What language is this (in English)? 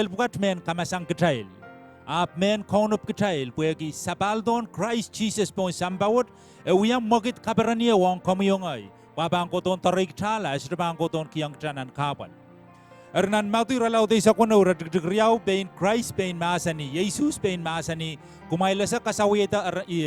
Pohnpeian